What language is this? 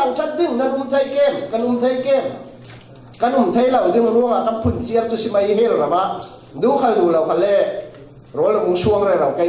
Falam Chin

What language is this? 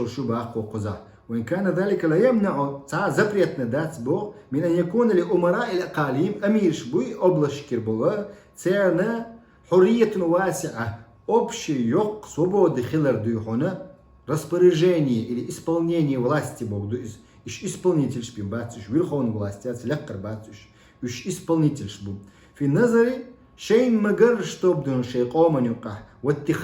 Chechen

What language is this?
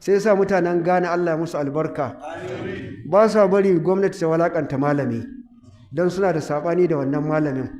Hausa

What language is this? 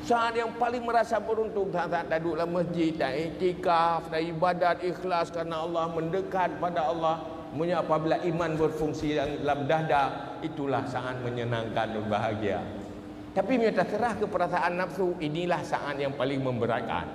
Achinese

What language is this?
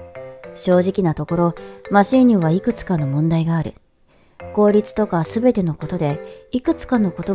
Japanese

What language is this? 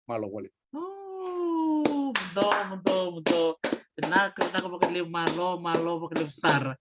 Fijian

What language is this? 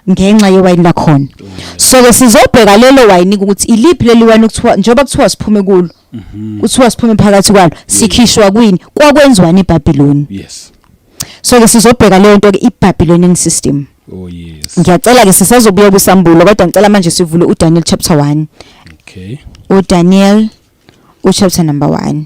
Zulu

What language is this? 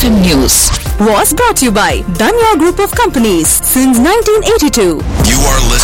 Malayalam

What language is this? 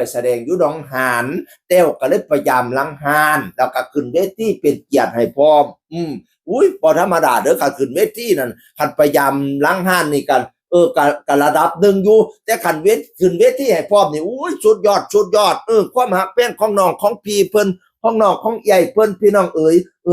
Northeastern Thai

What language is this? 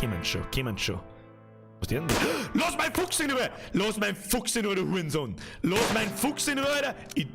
Bavarian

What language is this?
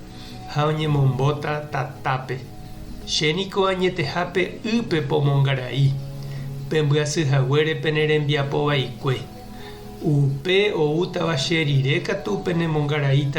Guarani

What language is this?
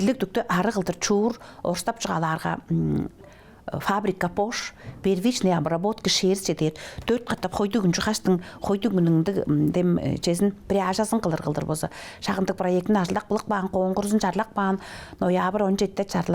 Tuvinian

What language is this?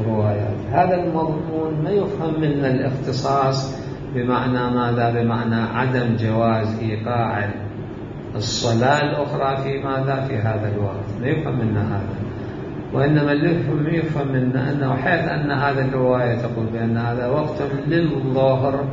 Mesopotamian Arabic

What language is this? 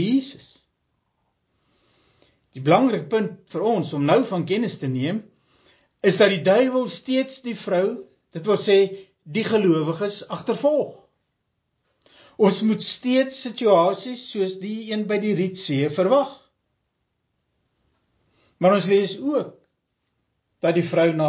Afrikaans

